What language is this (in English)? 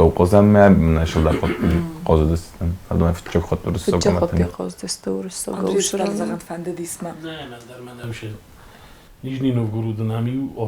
Ossetic